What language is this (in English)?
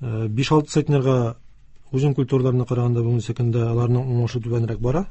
Tatar